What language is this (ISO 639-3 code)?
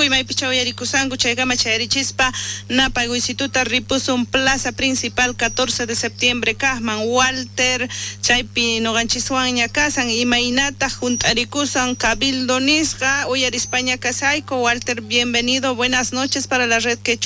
quh